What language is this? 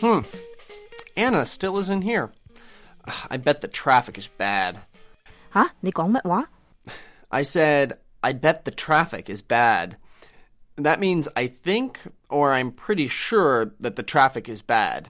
Cantonese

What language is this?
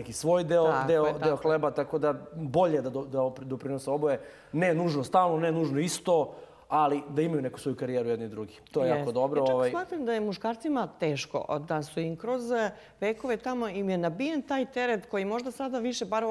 Serbian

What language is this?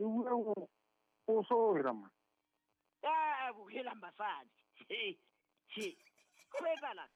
Southern Sotho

